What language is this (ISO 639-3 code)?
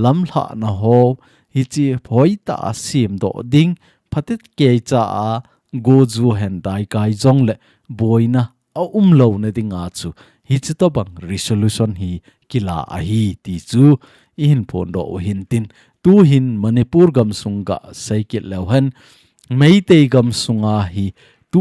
tcz